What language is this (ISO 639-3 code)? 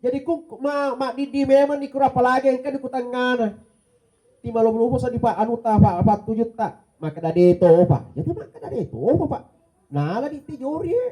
bug